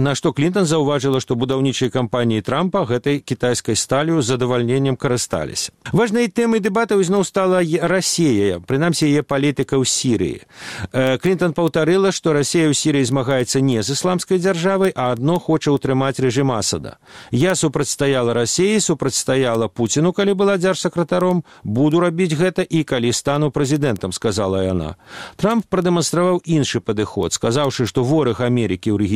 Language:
Belarusian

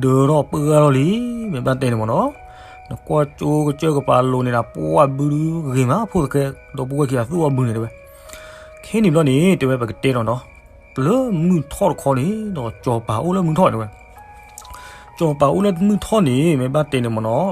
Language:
S'gaw Karen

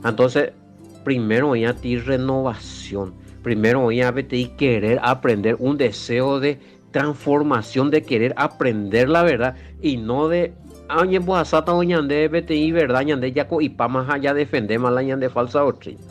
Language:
Guarani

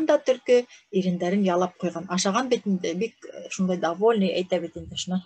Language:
Bashkir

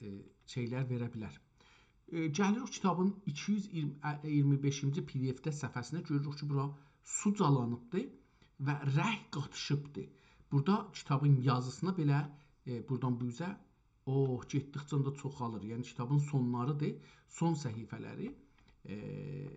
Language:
South Azerbaijani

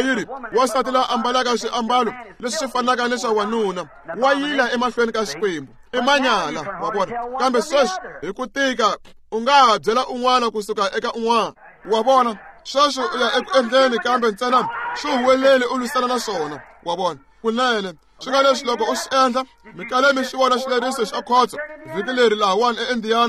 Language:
Tsonga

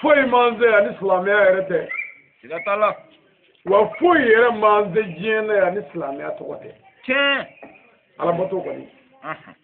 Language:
Bambara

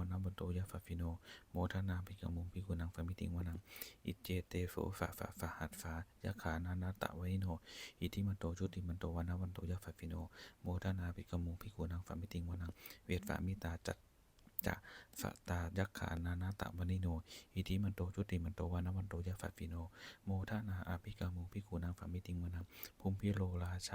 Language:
Pali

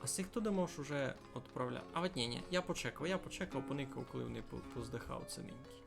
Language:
Rusyn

